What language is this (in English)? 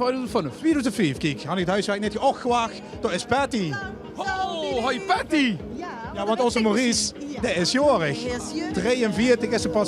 Limburgish